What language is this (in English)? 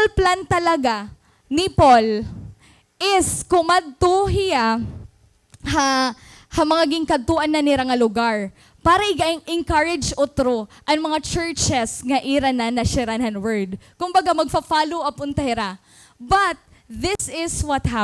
Waray